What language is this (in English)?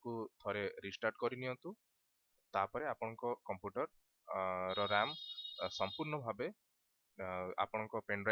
Odia